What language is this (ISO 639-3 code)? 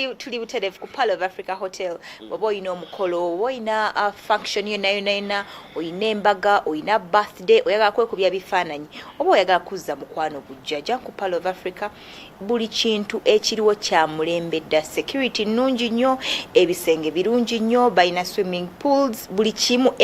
lug